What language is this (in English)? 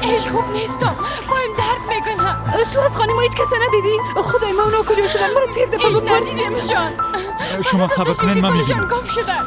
Persian